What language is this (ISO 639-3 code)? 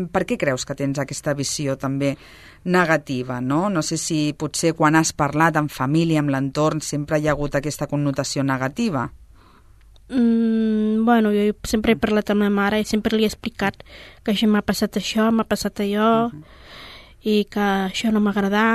cat